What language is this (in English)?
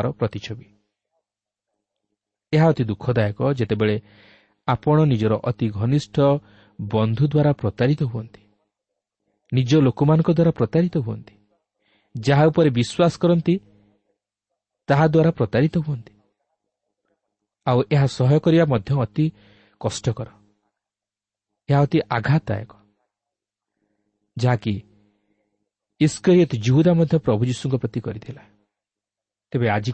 Odia